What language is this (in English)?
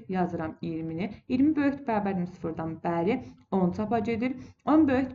Azerbaijani